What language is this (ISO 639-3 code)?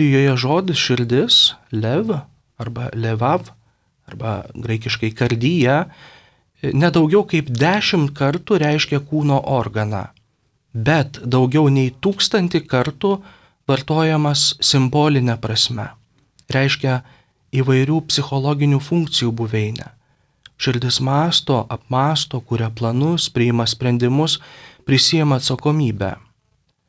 lit